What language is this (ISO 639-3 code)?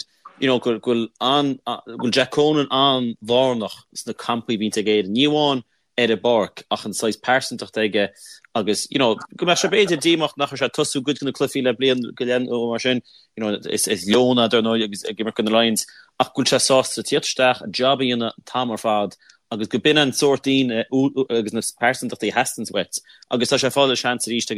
gle